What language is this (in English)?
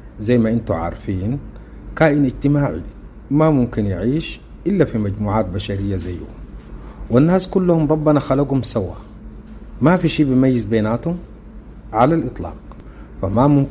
Sudanese Arabic